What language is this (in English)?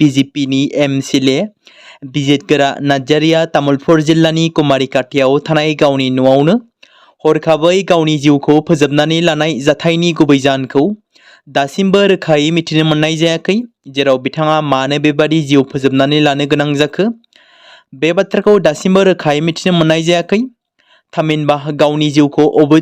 Bodo